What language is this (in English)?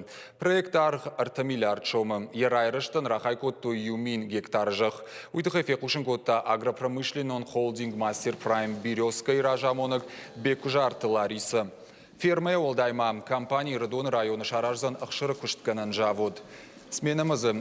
Ossetic